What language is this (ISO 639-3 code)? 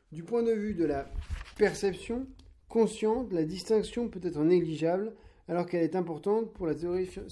fra